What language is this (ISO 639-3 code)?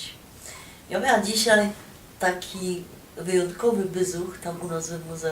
szl